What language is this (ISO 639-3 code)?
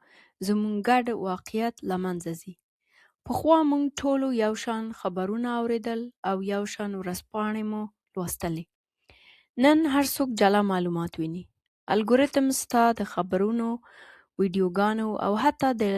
pus